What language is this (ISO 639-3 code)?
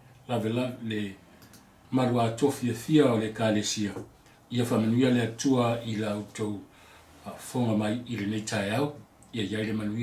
smo